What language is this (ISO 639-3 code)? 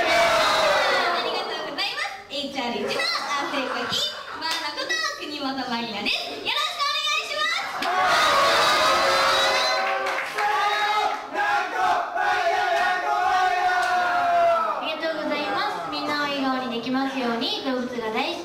jpn